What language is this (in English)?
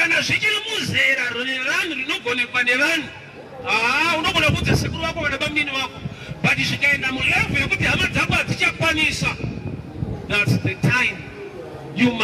Shona